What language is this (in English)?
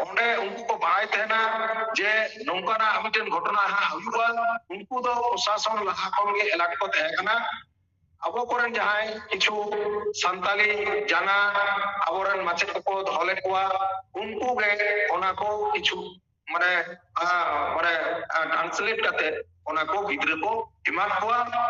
Santali